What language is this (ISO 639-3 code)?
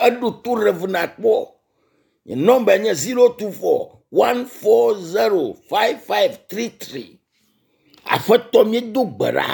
ewe